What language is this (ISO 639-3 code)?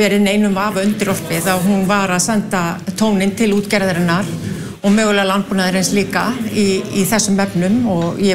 isl